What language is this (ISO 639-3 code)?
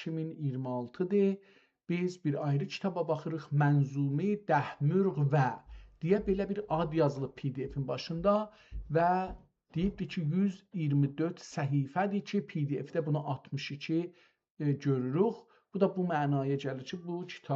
azb